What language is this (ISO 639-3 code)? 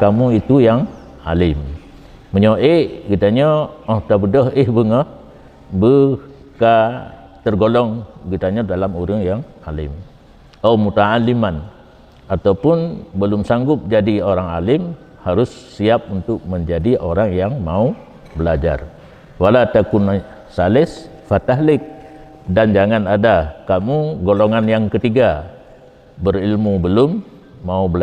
ace